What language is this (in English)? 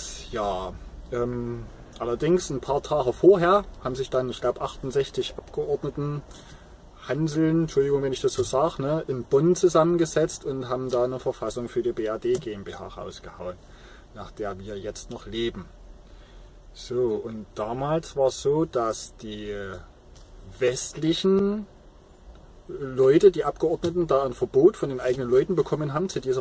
German